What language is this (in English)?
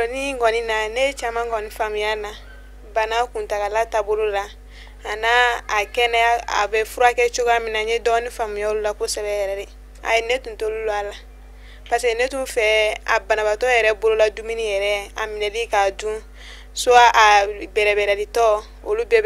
Bambara